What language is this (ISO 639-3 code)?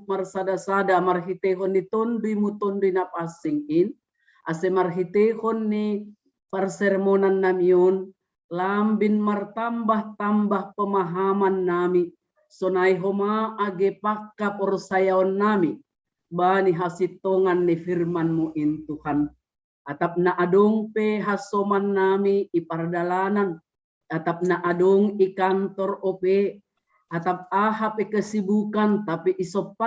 bts